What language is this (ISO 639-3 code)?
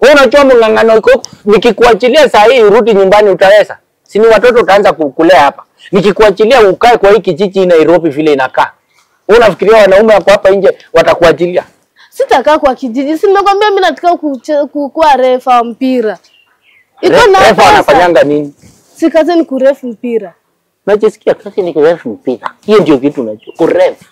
swa